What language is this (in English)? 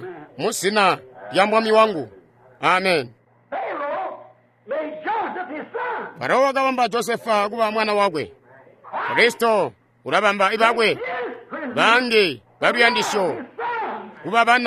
Tonga (Zambia)